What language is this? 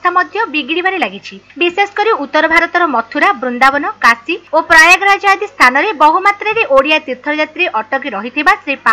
Odia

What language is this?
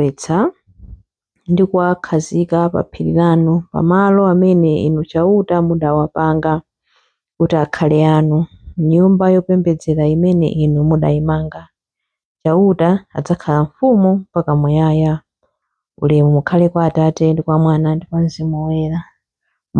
Nyanja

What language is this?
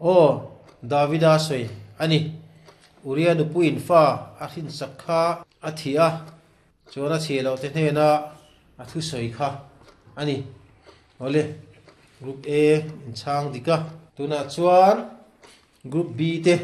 Mizo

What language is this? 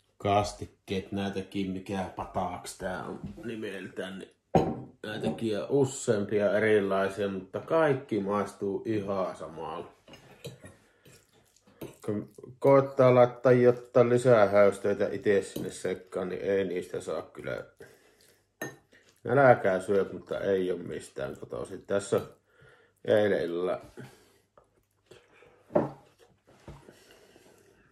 Finnish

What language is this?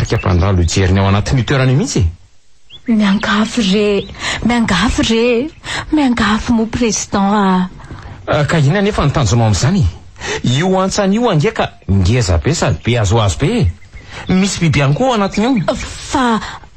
Malagasy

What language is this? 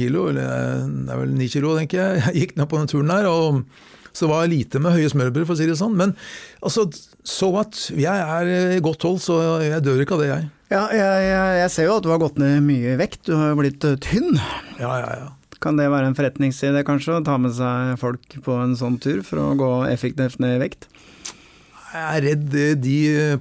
Norwegian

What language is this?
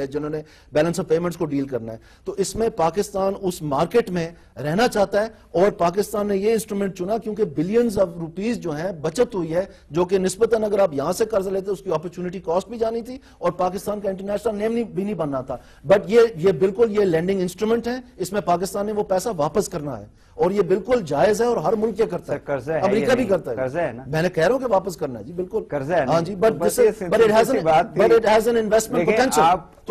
Urdu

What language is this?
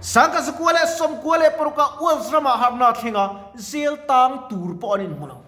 Mizo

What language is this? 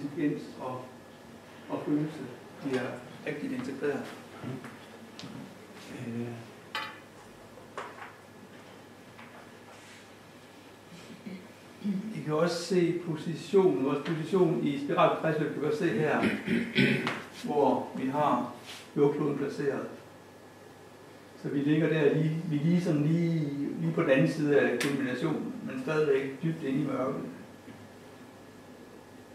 Danish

